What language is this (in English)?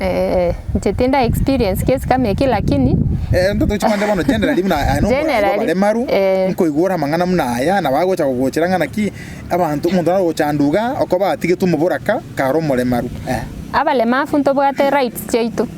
Gusii